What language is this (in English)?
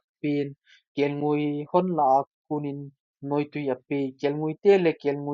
Thado Chin